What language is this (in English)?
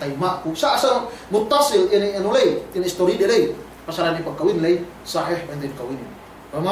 Yakan